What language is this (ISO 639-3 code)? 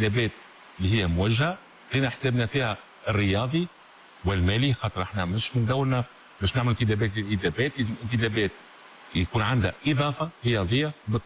aeb